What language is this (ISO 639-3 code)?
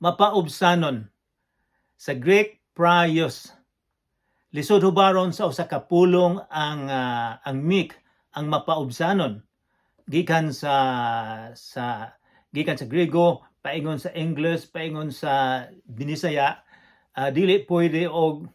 ceb